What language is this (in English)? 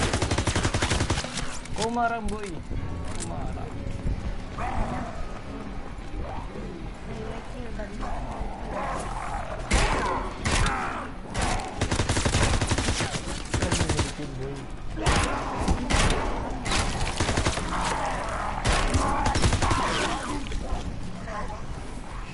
Filipino